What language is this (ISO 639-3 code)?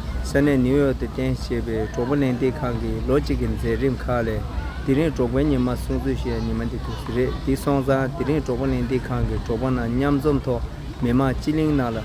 bod